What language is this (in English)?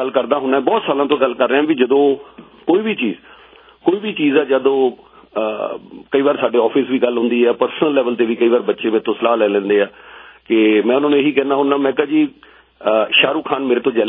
Punjabi